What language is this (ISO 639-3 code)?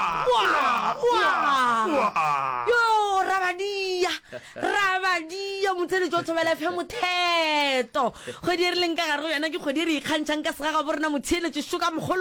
nso